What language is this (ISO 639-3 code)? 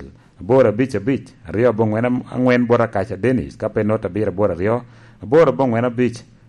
laj